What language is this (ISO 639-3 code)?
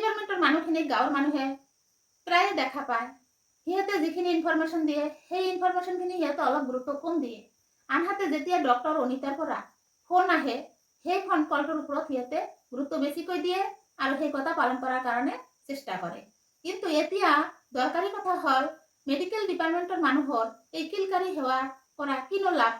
asm